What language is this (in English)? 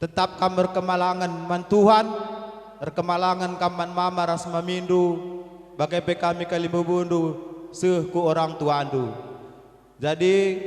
Batak Karo